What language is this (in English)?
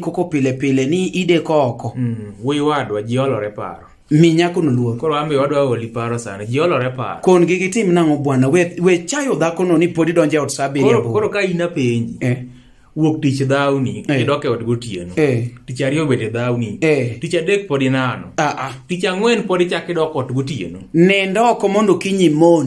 Luo (Kenya and Tanzania)